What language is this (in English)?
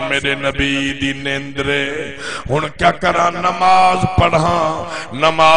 Saraiki